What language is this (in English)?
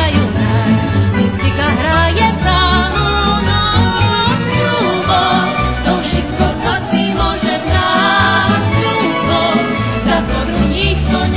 Rusyn